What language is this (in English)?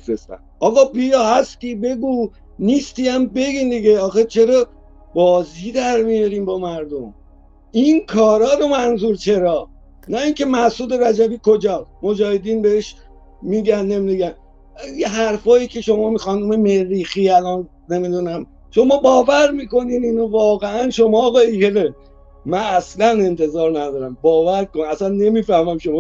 Persian